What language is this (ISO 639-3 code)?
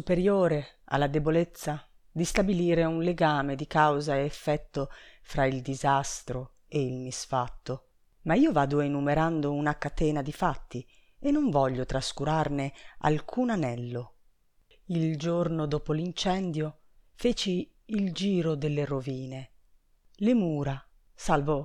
ita